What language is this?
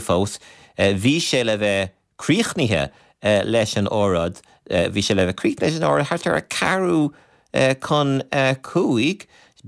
Irish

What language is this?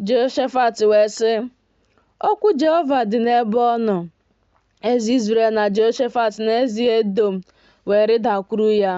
Igbo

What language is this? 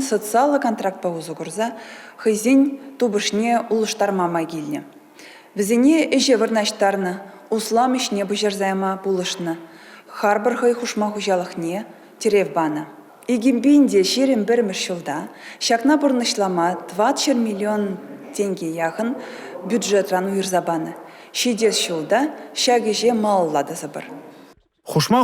Chuvash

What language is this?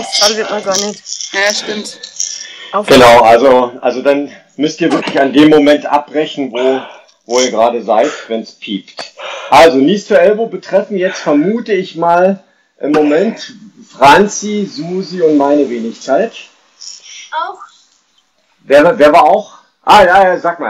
German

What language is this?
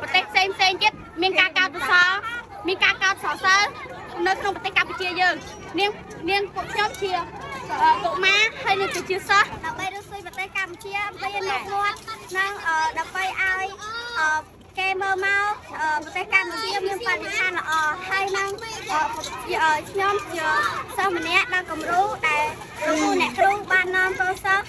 Khmer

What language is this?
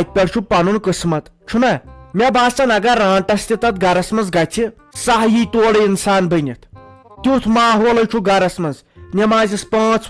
Kashmiri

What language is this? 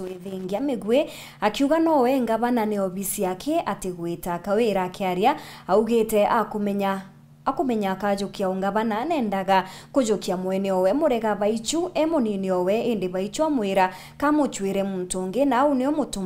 Meru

